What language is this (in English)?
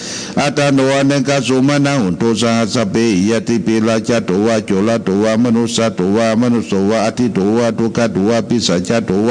Pali